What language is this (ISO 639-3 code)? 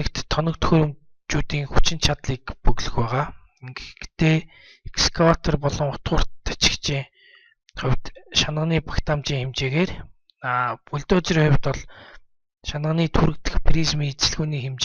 mon